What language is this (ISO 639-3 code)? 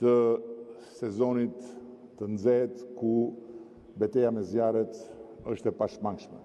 sqi